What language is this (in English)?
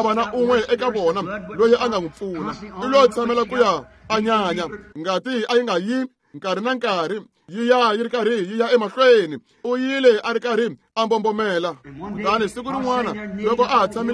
Tsonga